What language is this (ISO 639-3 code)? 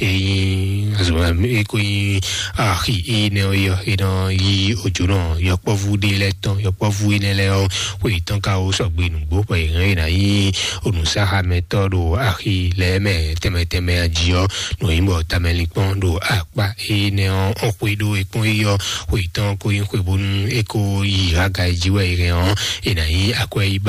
fon